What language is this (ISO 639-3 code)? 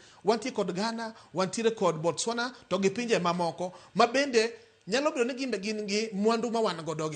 luo